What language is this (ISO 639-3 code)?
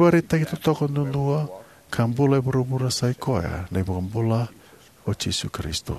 fij